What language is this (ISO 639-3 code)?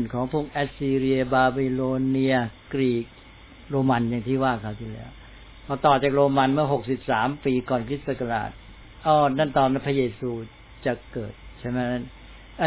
tha